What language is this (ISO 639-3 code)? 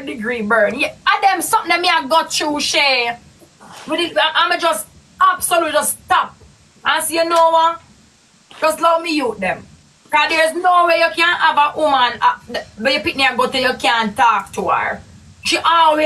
jam